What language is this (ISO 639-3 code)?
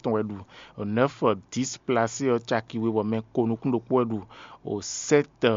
fon